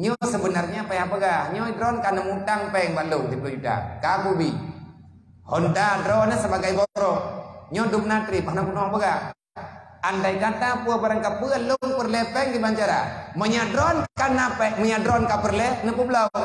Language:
Achinese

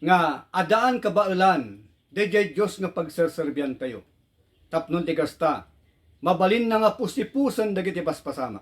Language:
Iloko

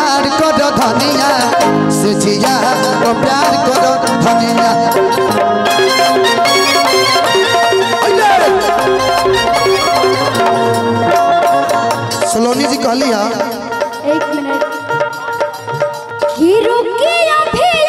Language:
Bhojpuri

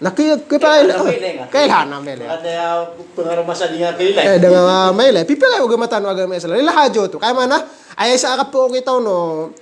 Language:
Maranao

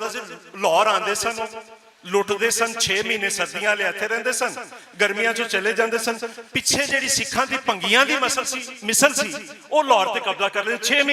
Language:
Western Panjabi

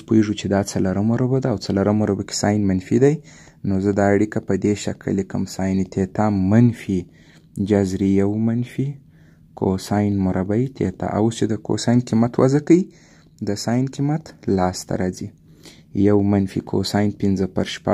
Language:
Pashto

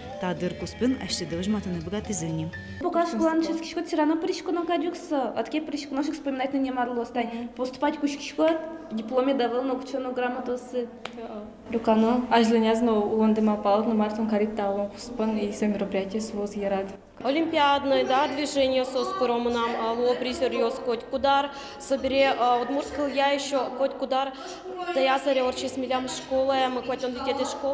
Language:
Udmurt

